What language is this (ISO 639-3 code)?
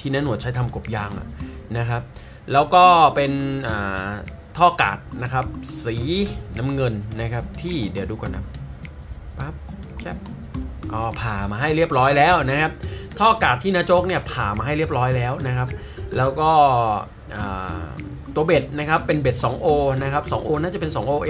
tha